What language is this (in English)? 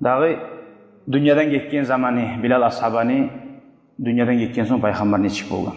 Kumyk